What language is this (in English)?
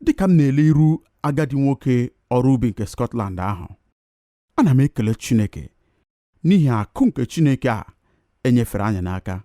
Igbo